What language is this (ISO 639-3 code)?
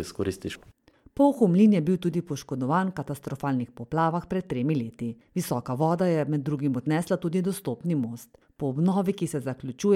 slv